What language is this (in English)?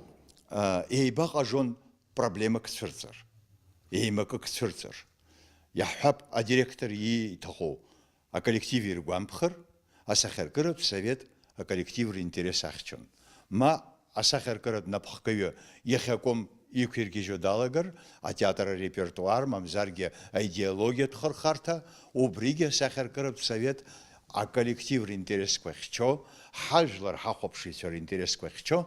Abkhazian